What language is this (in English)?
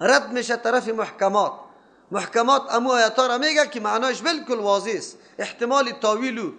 Persian